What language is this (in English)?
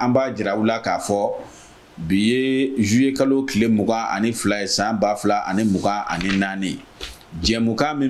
Bambara